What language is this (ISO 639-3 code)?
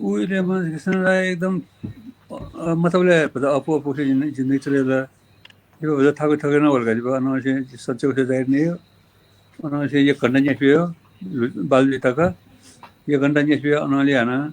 new